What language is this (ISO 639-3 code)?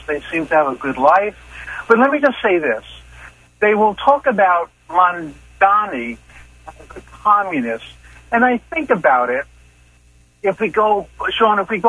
eng